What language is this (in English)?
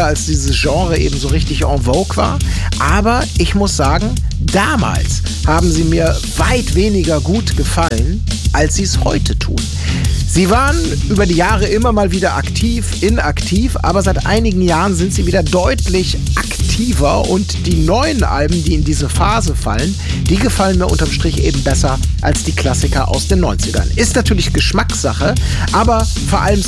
German